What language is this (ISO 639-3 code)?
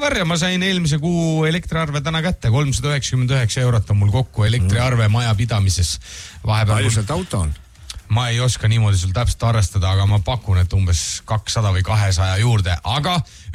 est